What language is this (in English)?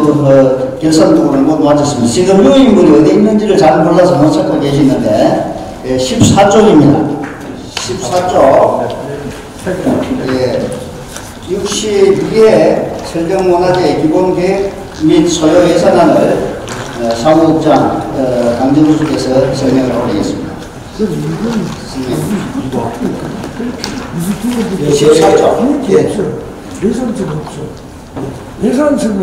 Korean